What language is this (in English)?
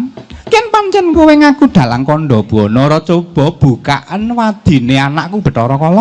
Javanese